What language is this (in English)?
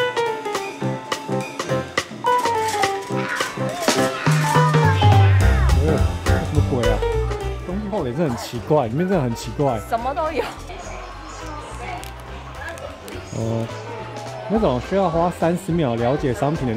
Chinese